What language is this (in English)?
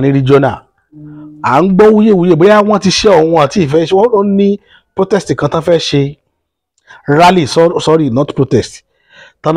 Yoruba